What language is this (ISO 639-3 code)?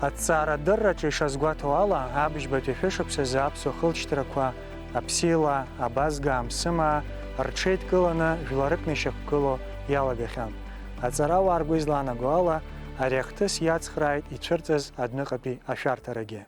abk